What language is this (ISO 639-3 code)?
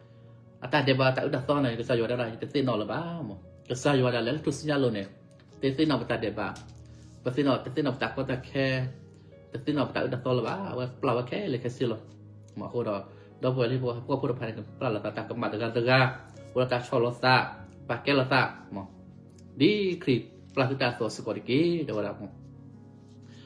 ksw